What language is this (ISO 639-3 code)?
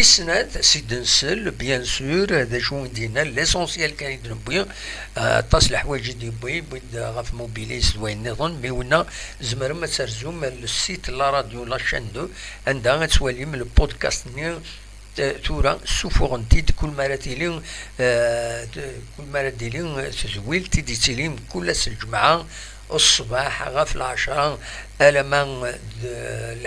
kab